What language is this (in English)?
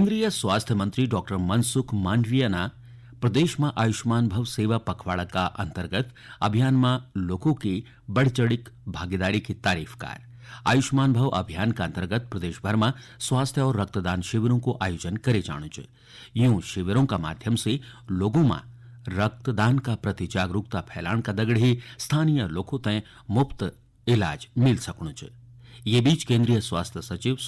Garhwali